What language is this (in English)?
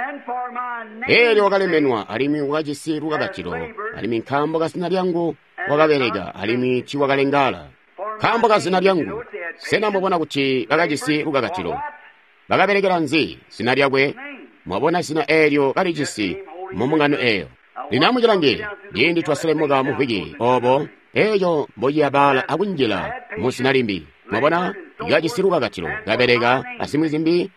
Tonga (Zambia)